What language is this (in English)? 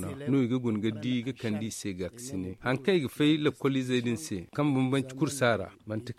Zarma